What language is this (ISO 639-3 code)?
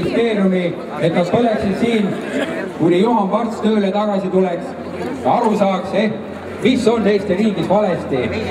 est